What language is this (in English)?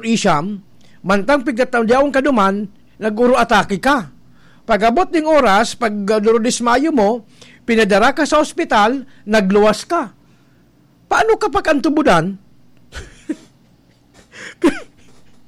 Bikol